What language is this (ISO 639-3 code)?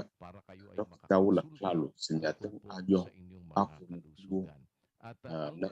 ewe